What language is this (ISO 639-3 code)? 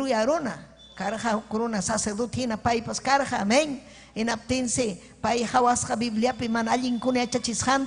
quy